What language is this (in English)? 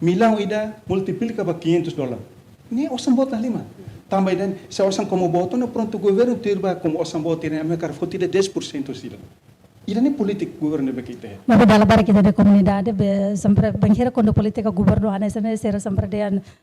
Tetum